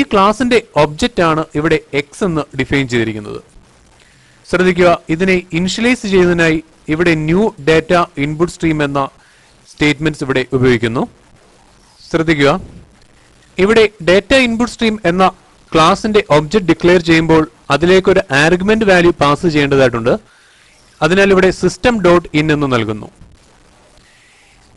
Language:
Malayalam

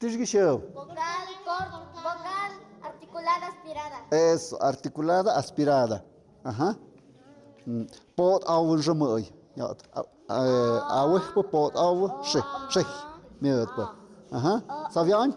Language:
Tlahuitoltepec Mixe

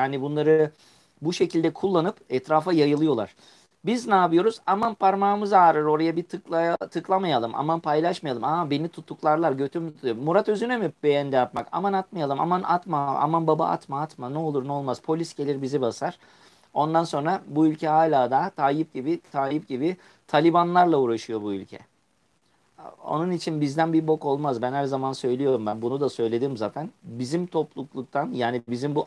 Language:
Turkish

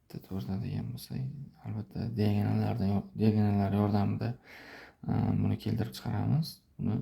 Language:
Uzbek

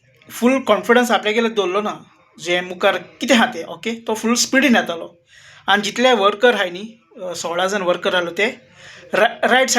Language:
Konkani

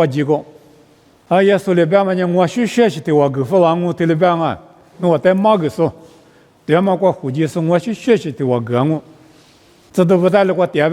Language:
Lisu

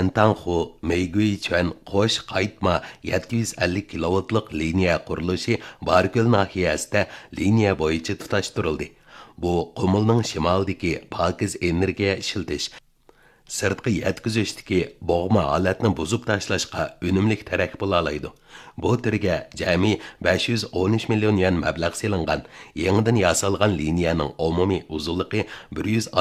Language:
Uyghur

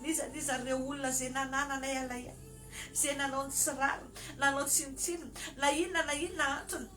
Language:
Malagasy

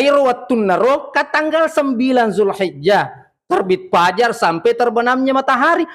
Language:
Buginese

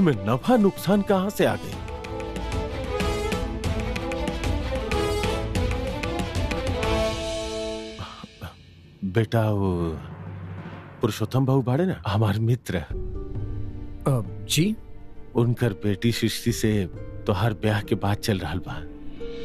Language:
Bhojpuri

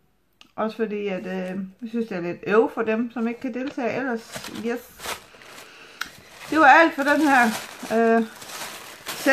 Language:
Danish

